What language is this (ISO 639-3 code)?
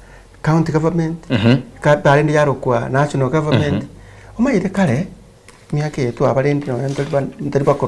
guz